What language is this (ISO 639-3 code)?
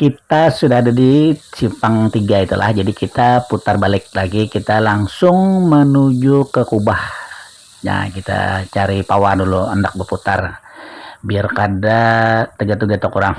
bjn